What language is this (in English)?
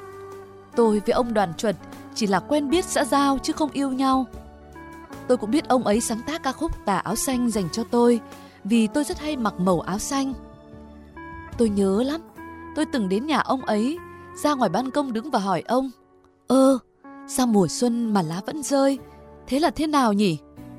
Vietnamese